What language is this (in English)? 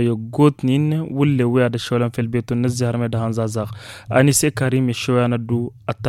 Tamasheq